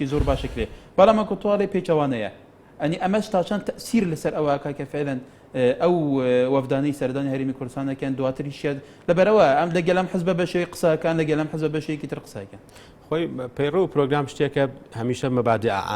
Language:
Central Kurdish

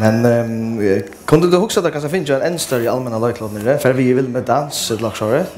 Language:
Faroese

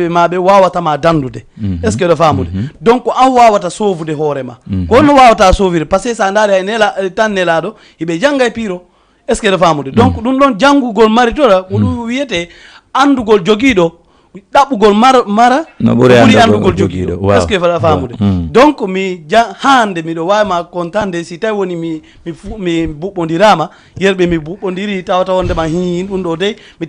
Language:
Fula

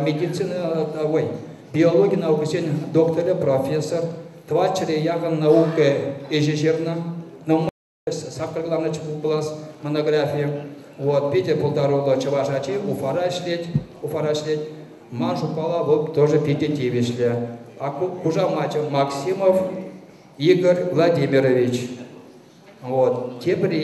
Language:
Chuvash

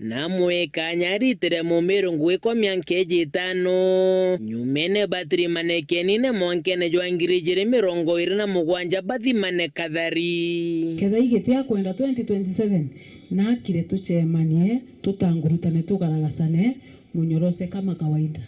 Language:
Meru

